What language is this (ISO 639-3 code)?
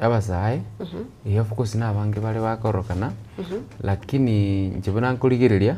guz